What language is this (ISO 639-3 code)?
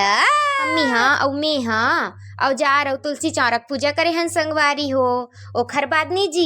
hne